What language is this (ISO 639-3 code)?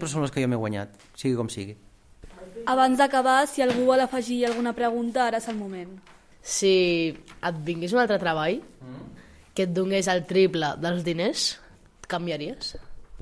cat